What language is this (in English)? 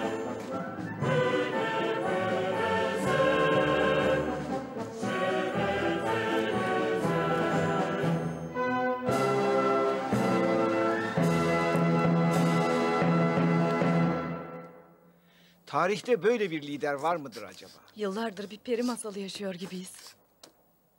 Turkish